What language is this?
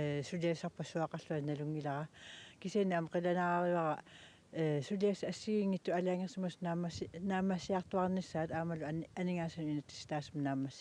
Kalaallisut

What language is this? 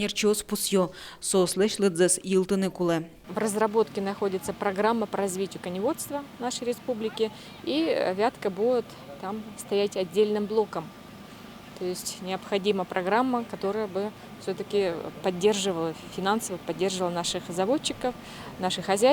Udmurt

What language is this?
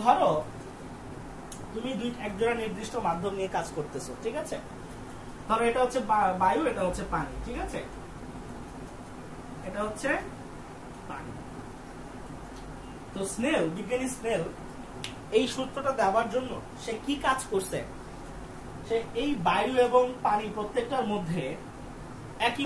Bangla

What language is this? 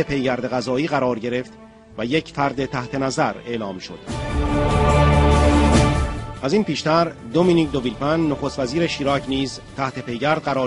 Persian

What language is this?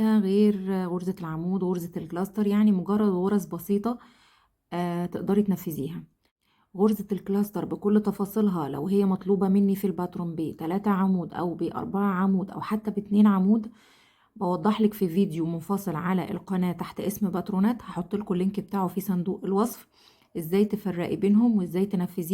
Egyptian Arabic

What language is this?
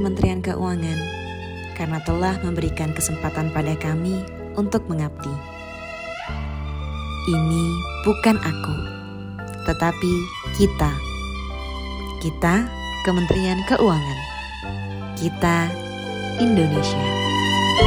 Indonesian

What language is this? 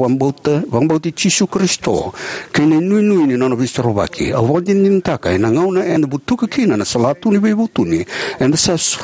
Fijian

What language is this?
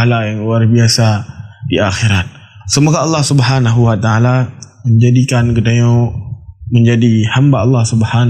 Achinese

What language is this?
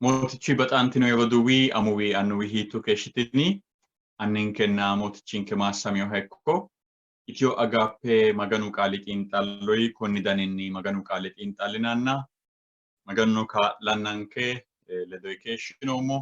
Sidamo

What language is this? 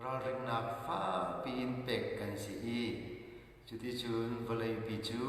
Hakha Chin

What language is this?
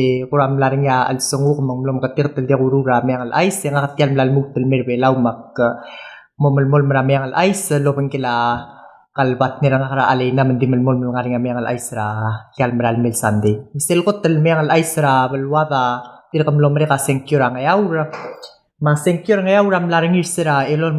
Palauan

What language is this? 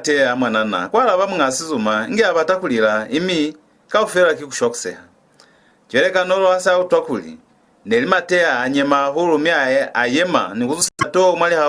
Lozi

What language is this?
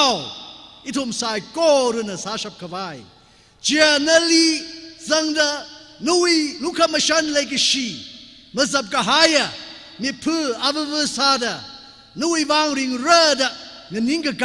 Tangkhul Naga (India)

